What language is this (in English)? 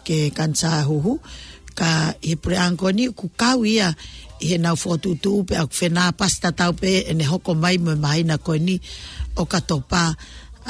Tongan